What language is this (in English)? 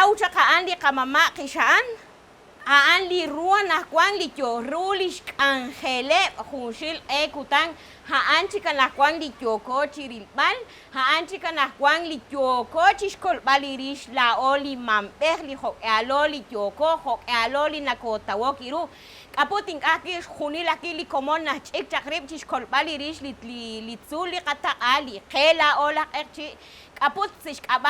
Kekchí